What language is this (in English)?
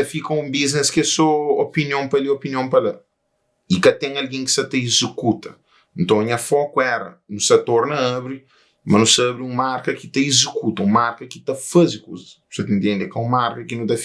Kabuverdianu